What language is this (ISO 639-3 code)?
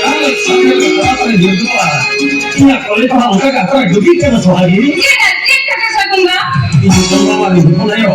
sat